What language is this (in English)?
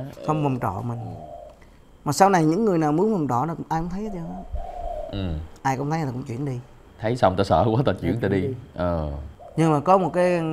Vietnamese